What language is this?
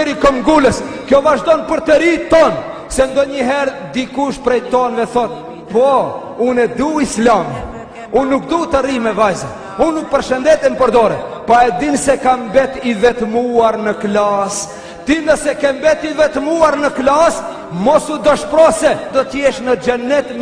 Albanian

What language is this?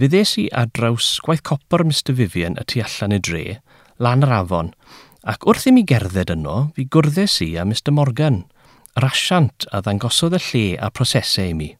Welsh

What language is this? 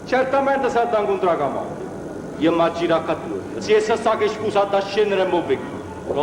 Neapolitan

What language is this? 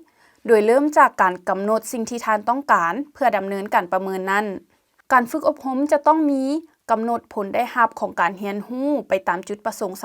Lao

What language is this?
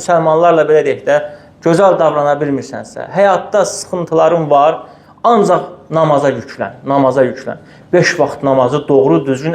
Azerbaijani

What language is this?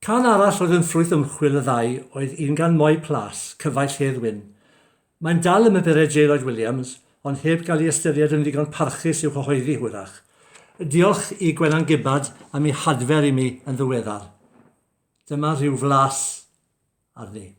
Welsh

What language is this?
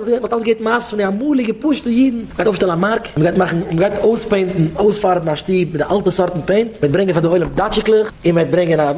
Yiddish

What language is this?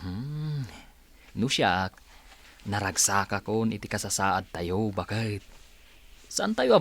Iloko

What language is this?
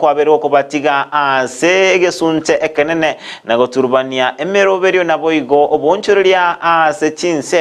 Gusii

